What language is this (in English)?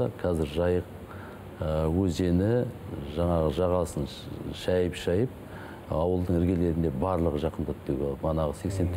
Kazakh